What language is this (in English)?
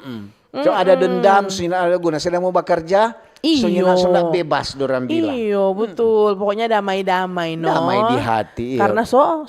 Manado Malay